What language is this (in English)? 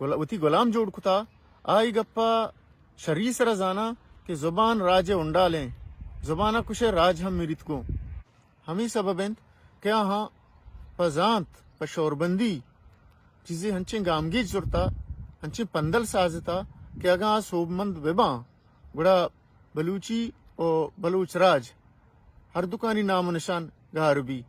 Baluchi